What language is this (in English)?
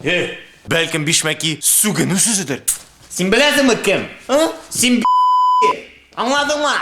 Tatar